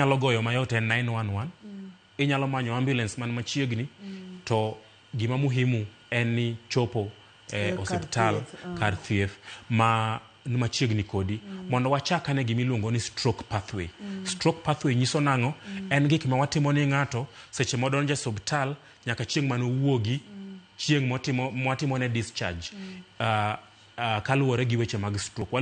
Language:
Luo (Kenya and Tanzania)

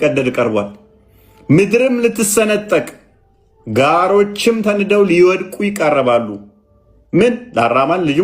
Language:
Amharic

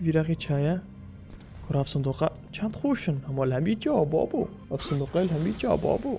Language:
Kurdish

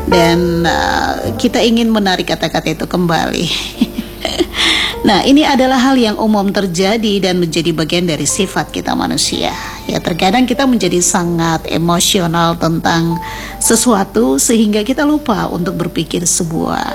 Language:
Indonesian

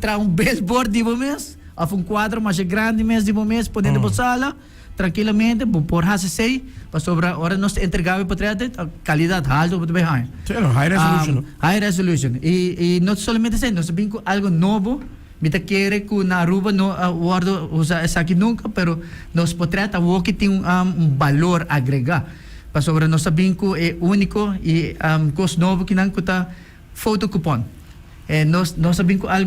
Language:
Papiamento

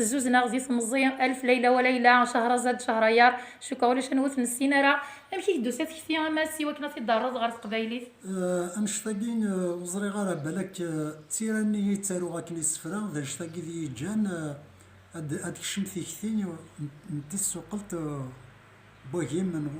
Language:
Kabyle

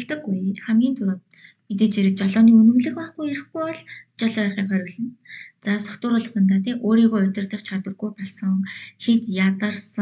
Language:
Mongolian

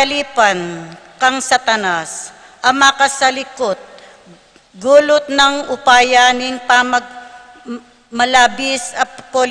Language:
Pampanga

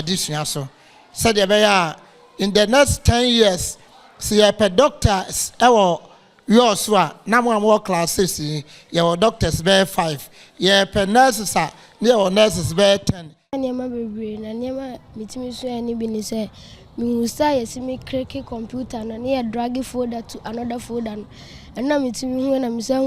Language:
Akan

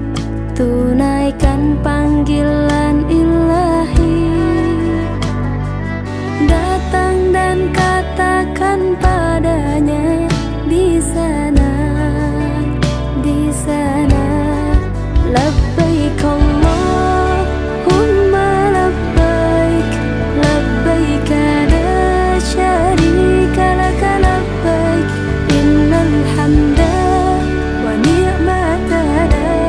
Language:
Indonesian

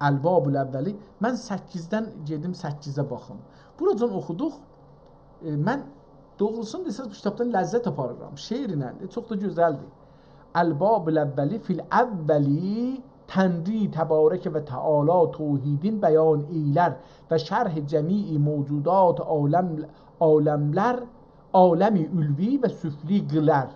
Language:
South Azerbaijani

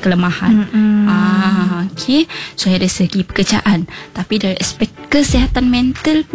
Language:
Malay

